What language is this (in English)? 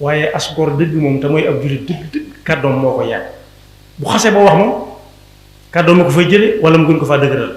Wolof